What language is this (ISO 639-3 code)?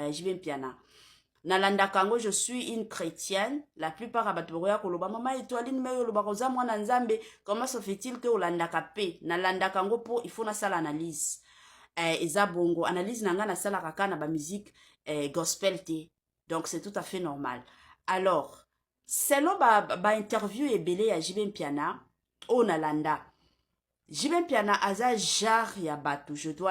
lin